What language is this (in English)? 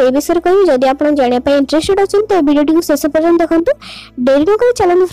Odia